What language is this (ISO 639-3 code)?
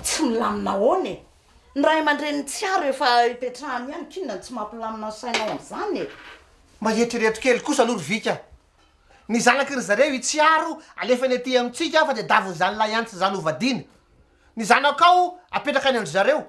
mlg